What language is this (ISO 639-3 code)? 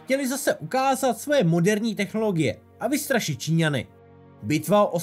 ces